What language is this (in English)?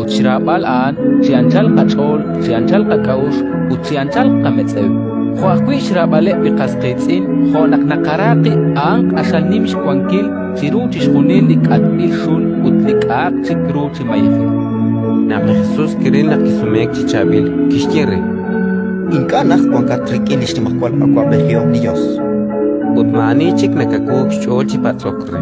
Kekchí